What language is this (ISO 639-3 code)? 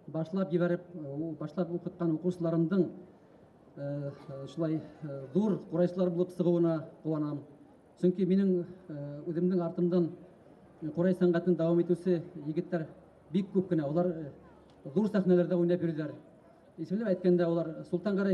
bak